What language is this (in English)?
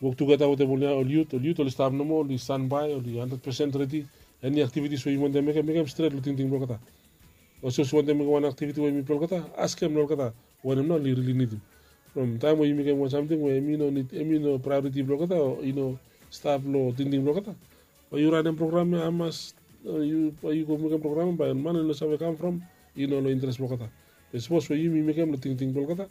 Bislama